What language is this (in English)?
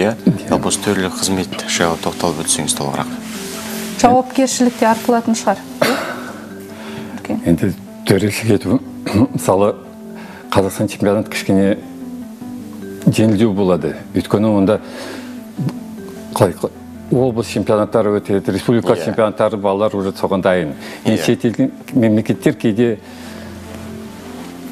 Kazakh